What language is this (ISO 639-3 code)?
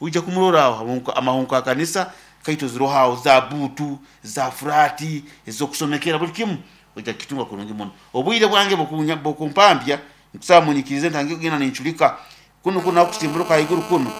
nyn